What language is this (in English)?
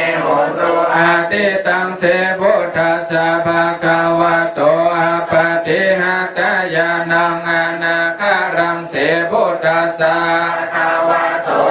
Pali